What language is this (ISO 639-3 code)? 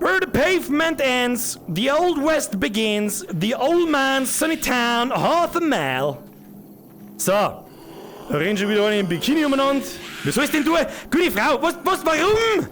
bar